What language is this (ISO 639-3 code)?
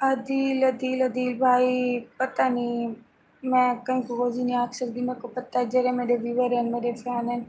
skr